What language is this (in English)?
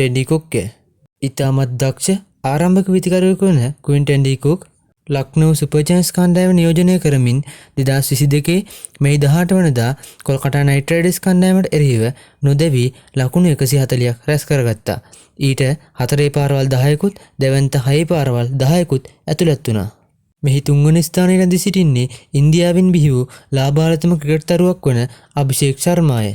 Sinhala